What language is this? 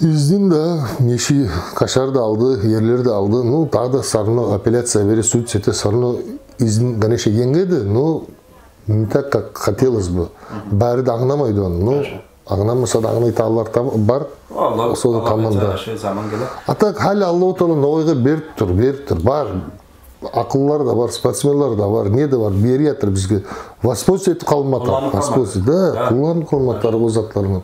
Nogai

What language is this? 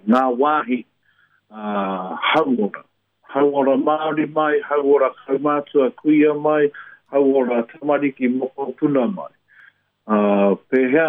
Māori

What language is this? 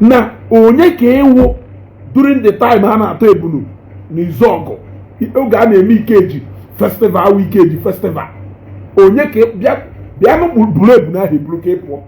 Igbo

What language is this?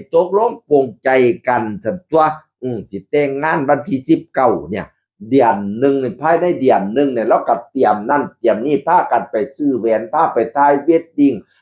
Northeastern Thai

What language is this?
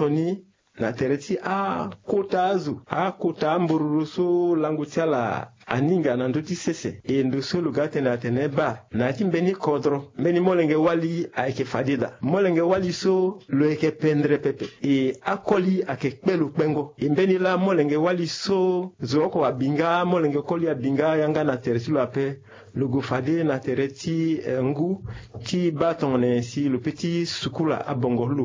Sango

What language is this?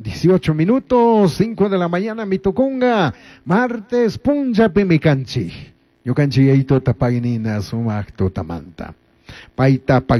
Chimborazo Highland Quichua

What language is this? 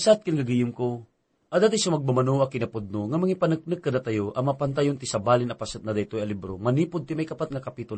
Iloko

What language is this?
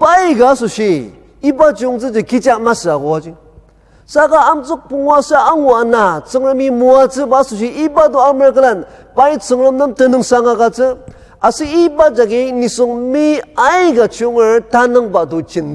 Ao Naga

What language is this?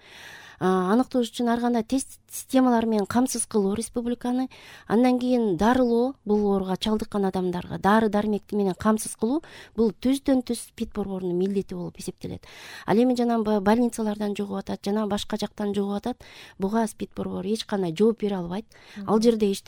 Kyrgyz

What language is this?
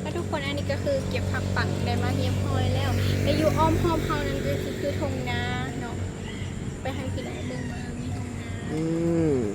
Lao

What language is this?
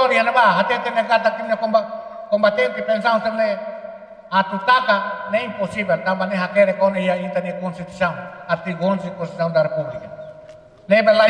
Tetum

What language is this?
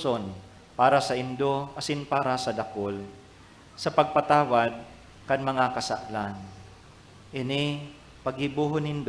Bikol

